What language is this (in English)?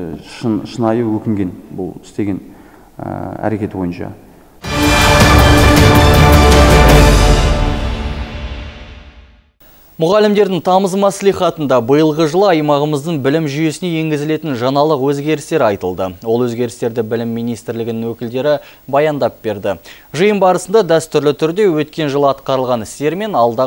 Kazakh